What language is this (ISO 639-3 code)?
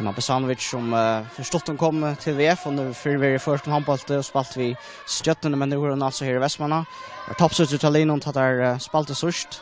fao